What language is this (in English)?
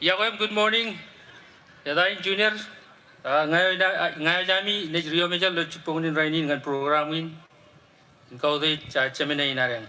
Marshallese